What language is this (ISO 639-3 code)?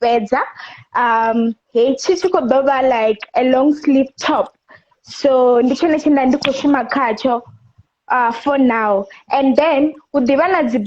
ven